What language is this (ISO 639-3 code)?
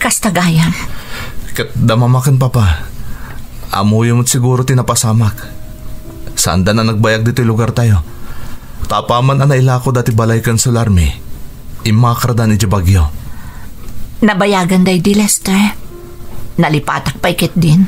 ilo